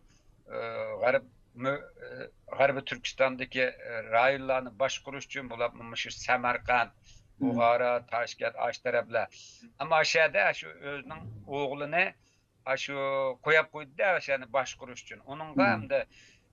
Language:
Uyghur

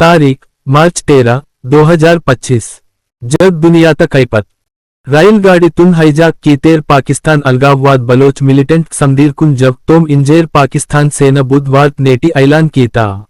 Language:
Gondi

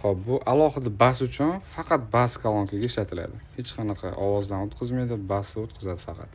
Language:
Uzbek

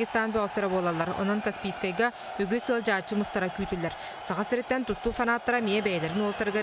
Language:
Yakut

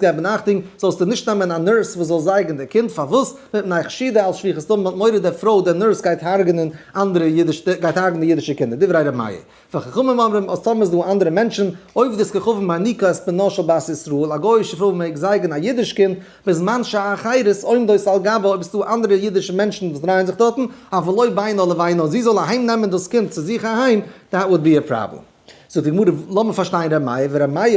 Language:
Yiddish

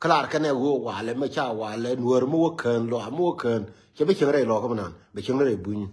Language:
Nuer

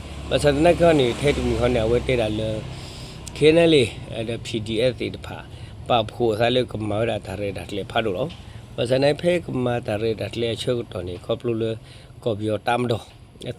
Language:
S'gaw Karen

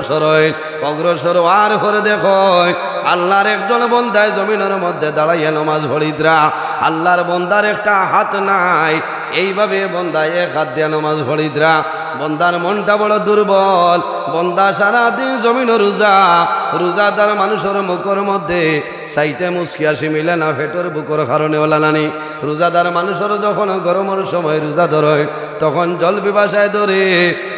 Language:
Sylheti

